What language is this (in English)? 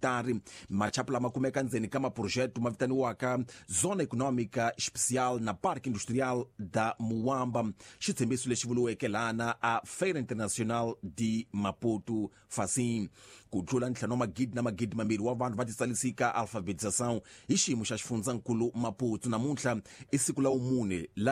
Tsonga